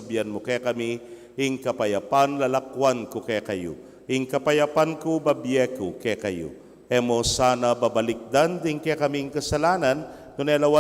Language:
Pampanga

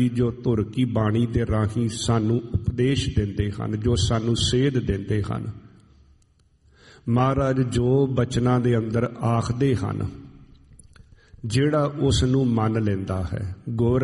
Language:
Punjabi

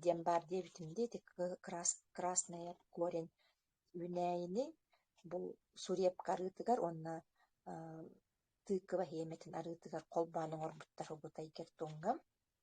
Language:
Yakut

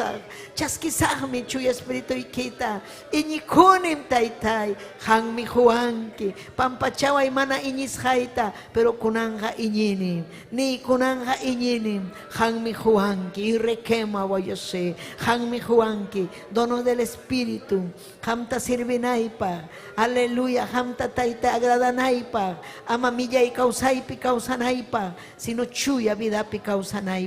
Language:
Ayacucho Quechua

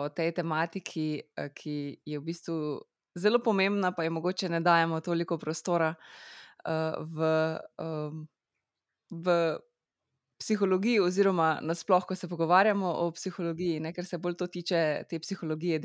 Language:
Slovenian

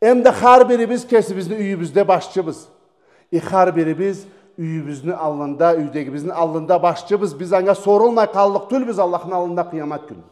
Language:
Karachay-Balkar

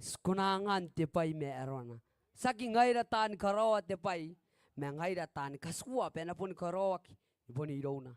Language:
Gilbertese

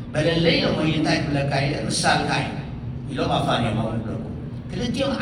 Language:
Tigrinya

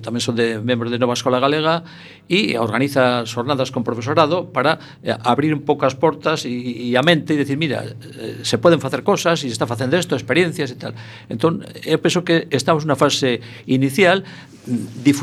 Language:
Galician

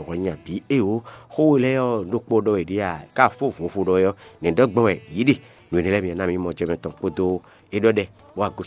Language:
Fon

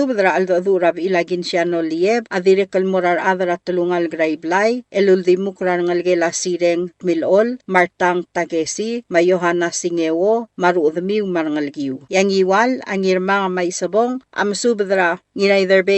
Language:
Palauan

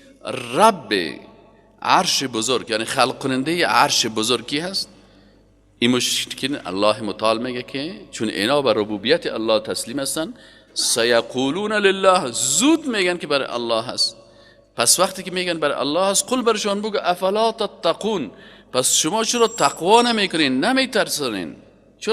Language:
Persian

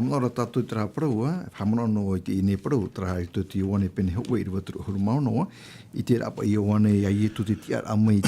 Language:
Tahitian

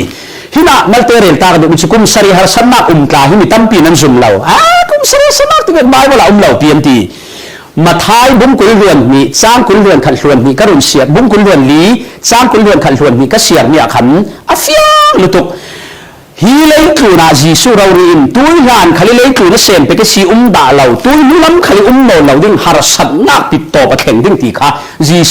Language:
Falam Chin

